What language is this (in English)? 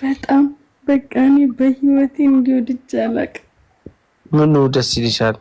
Amharic